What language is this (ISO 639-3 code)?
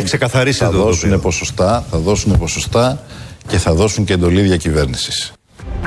ell